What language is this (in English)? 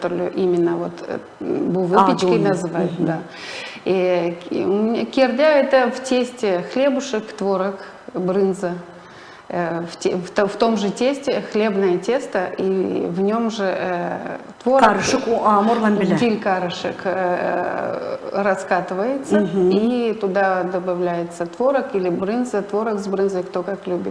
Gagauz